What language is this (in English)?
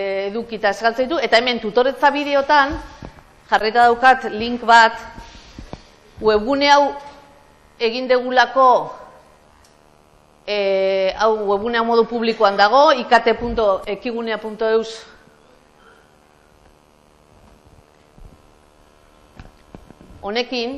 Basque